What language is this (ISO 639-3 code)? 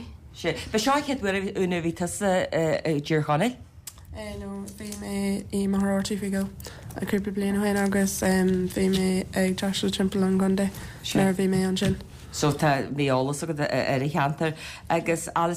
gle